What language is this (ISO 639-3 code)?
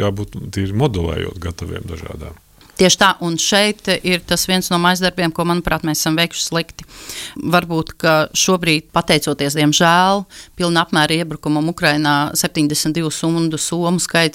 lav